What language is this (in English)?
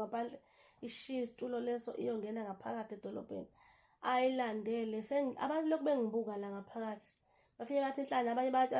Zulu